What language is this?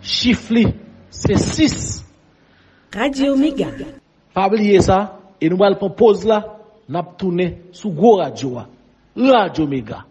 Haitian Creole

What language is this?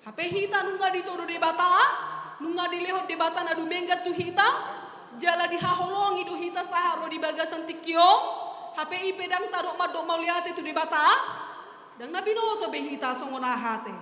Batak Toba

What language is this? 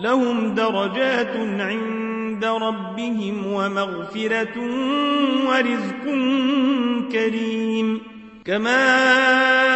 Arabic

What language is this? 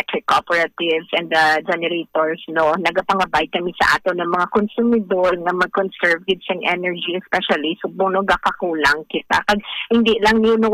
Hiligaynon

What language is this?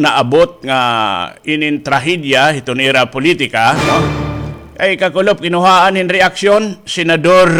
Waray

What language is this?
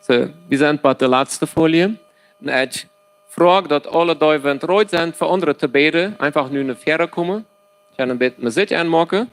Plautdietsch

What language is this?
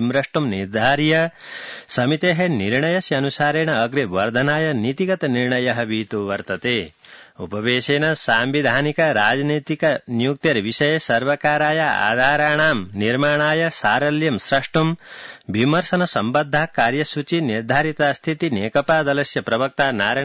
Sanskrit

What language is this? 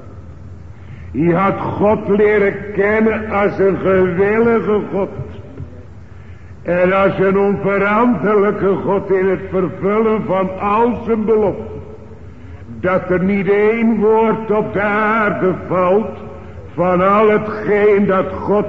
Dutch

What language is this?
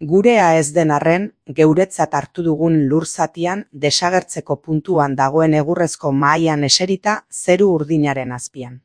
Basque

